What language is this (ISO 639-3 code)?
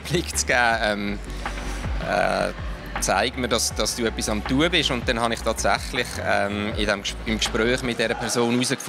gsw